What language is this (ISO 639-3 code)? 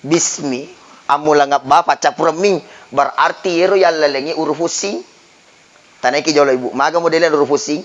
bug